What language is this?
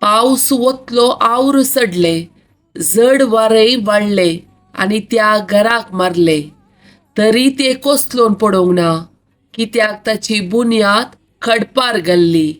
Konkani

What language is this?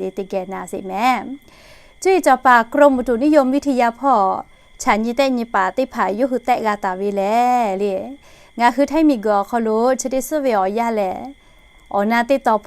Lahu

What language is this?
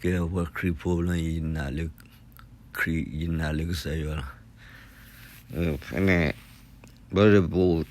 S'gaw Karen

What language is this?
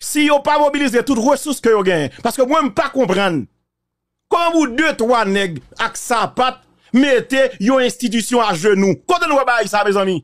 Haitian Creole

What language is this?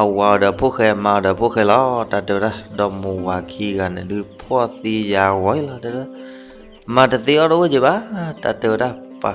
S'gaw Karen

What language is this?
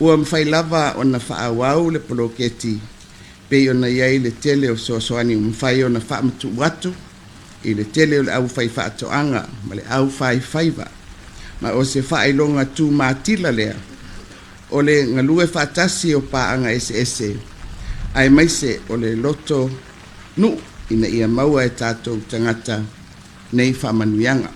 Samoan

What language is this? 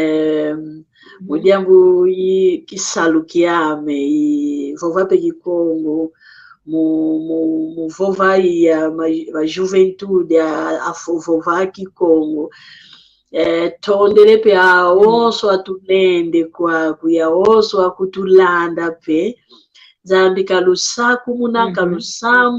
San Salvador Kongo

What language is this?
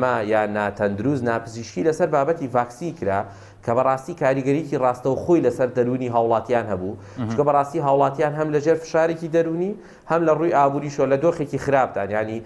Central Kurdish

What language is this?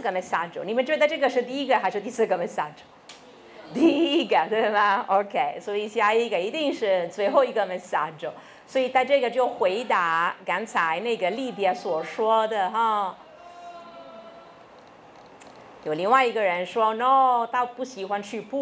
Chinese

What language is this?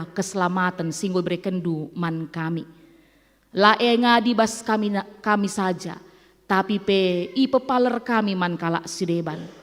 Batak Karo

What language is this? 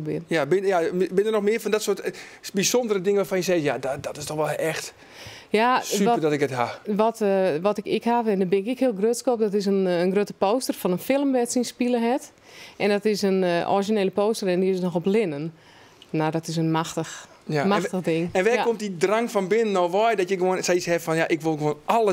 Western Frisian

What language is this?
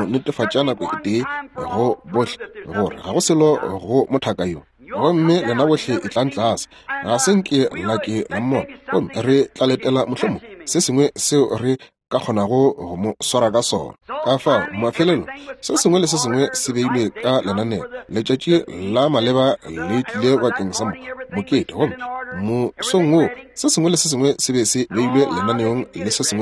Northern Sotho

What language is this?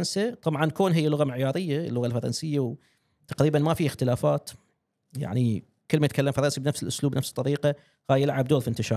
Gulf Arabic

